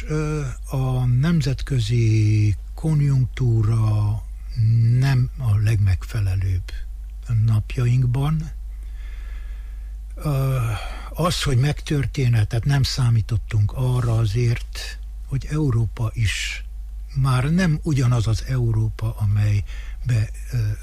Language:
Hungarian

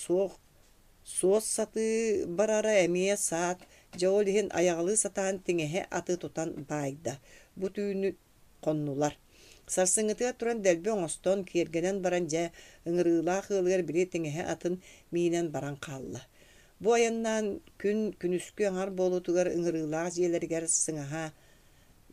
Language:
Yakut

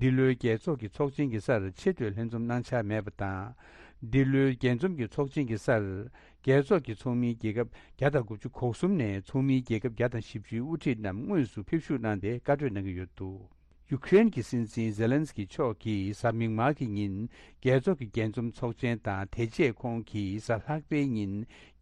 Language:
Tibetan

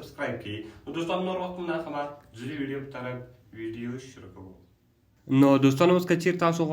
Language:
Pashto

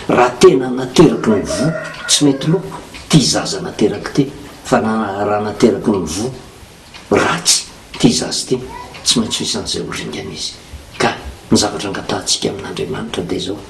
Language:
Malagasy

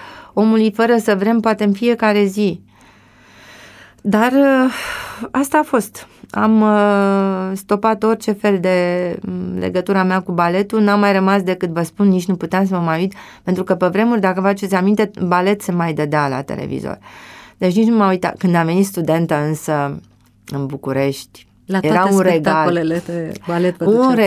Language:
Romanian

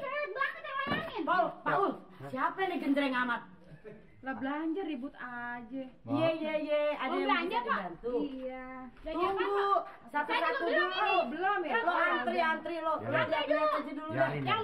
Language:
Betawi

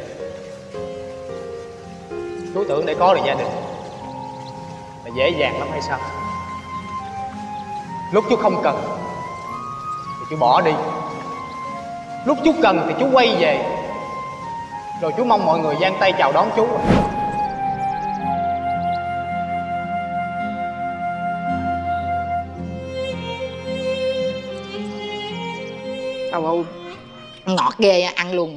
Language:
Vietnamese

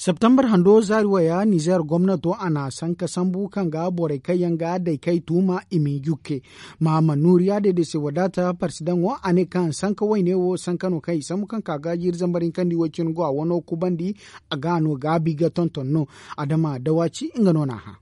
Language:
Zarma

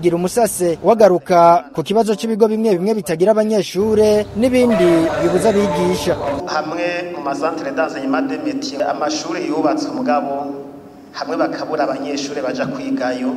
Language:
Rundi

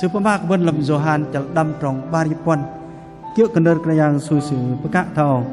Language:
Bahnar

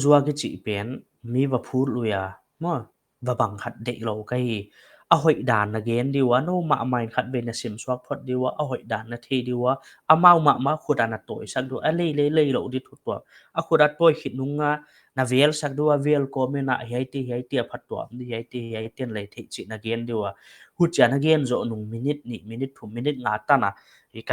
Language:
Paite Chin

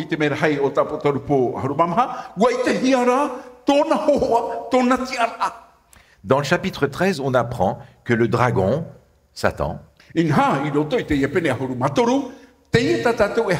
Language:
Tahitian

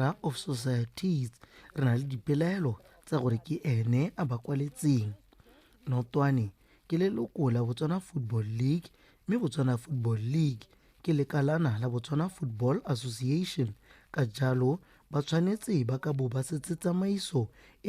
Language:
Tswana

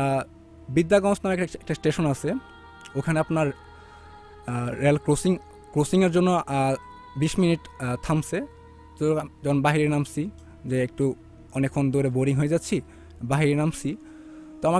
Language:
Bangla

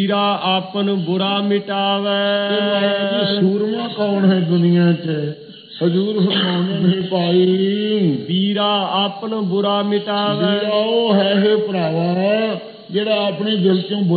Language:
Punjabi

